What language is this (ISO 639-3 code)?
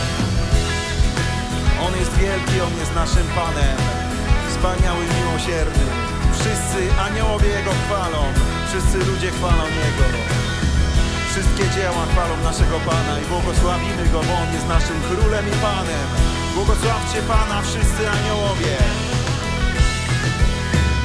pol